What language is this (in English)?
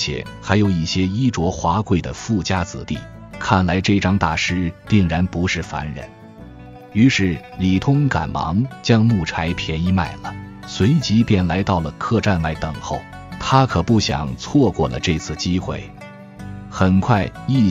Chinese